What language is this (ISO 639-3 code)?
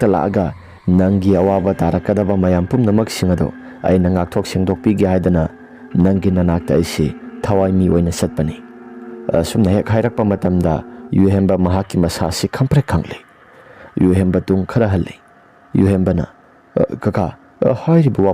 mni